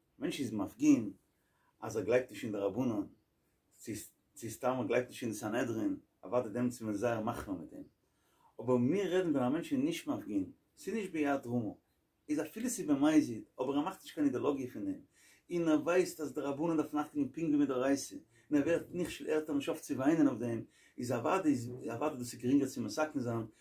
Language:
Yiddish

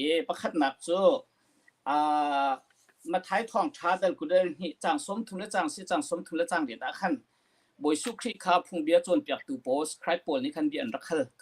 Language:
Hakha Chin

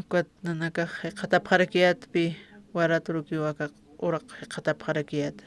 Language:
Aymara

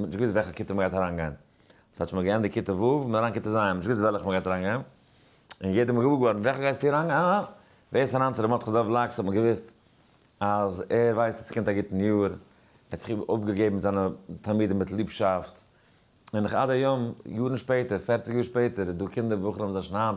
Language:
Yiddish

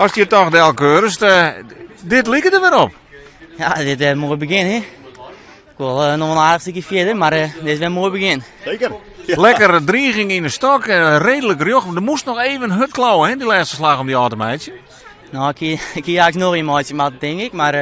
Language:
Western Frisian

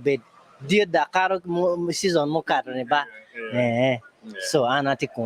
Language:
Acoli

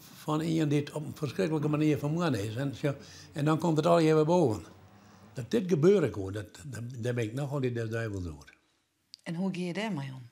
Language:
Western Frisian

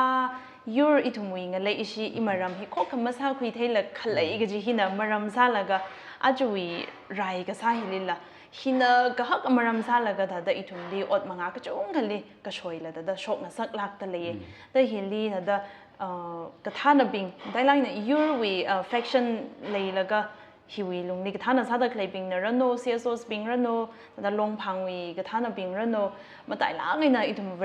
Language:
Tangkhul Naga (India)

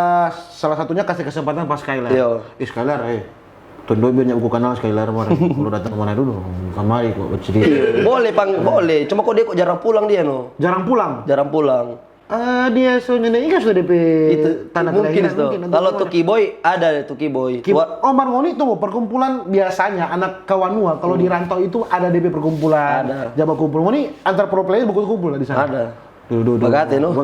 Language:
Manado Malay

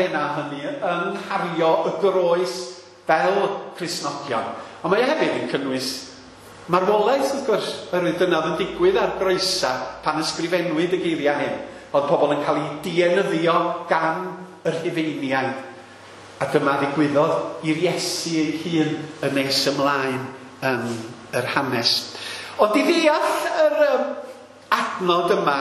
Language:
Welsh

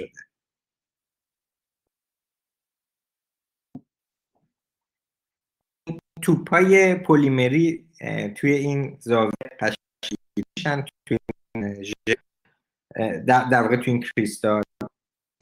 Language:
Persian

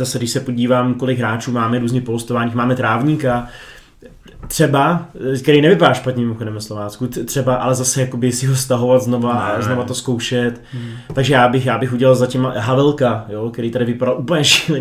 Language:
Czech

